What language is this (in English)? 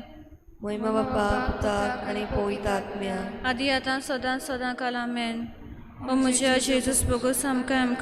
Konkani